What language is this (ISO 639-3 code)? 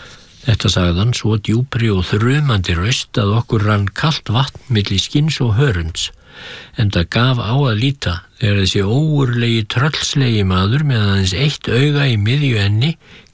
isl